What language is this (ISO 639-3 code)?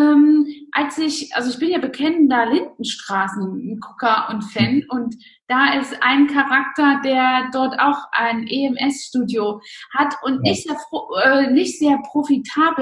deu